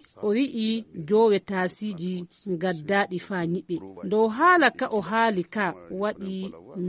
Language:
Fula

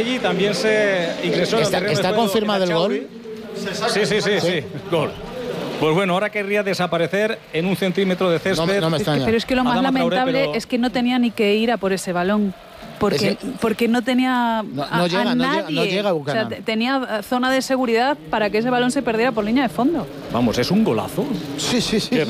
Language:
Spanish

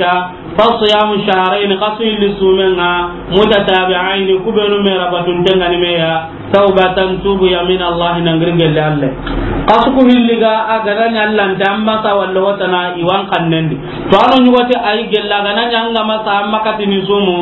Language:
Soninke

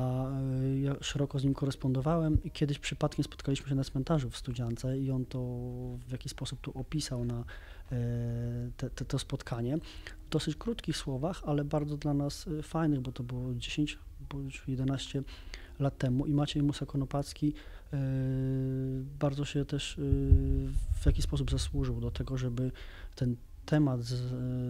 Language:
Polish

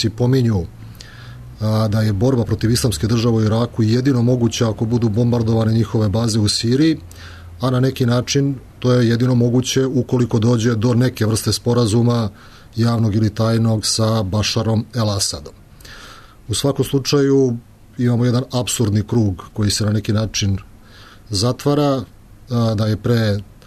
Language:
Serbian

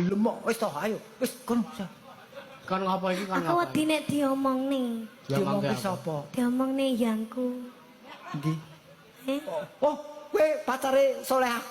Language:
Javanese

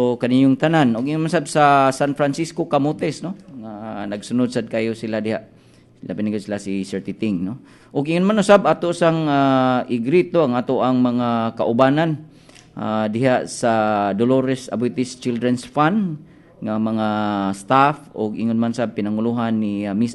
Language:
Cebuano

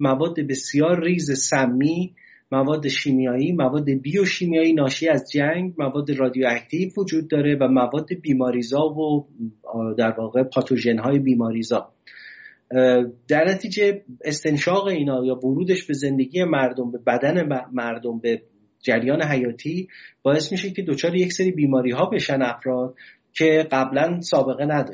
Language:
Persian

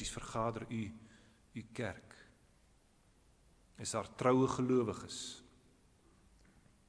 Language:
Afrikaans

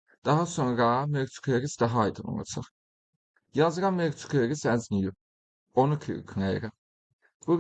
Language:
Azerbaijani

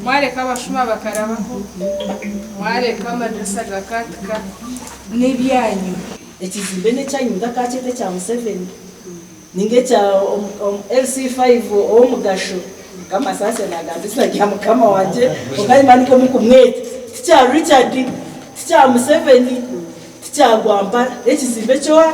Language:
Nyankole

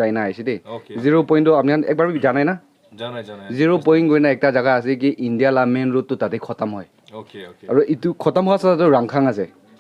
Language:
Naga Pidgin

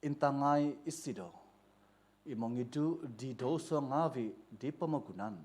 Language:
Central Dusun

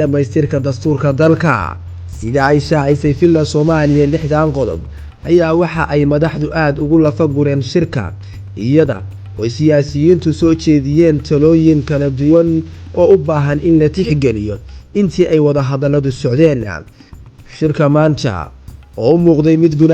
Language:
Somali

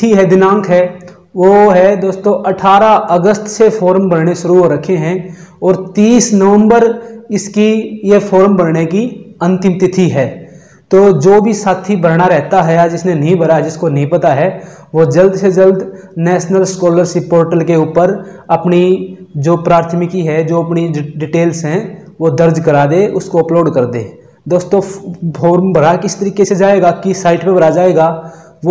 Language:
Hindi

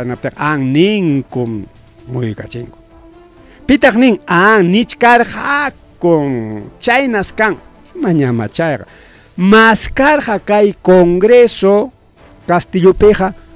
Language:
Ayacucho Quechua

